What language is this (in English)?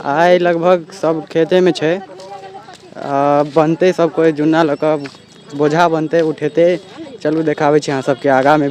Maithili